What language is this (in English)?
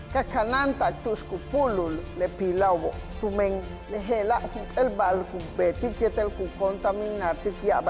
Yucateco